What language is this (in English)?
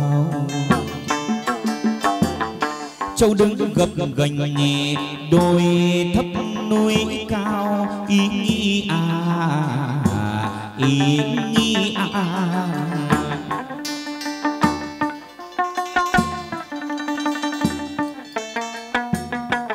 Vietnamese